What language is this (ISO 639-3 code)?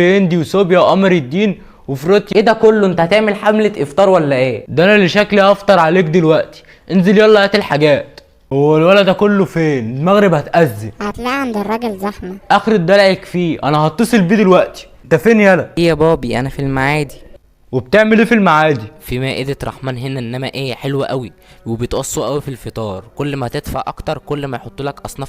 arz